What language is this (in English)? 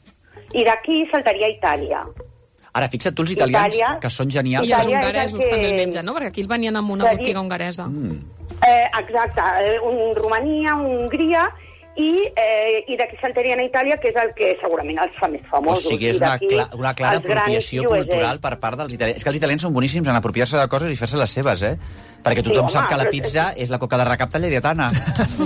Catalan